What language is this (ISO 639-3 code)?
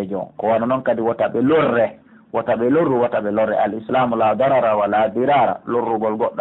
fuf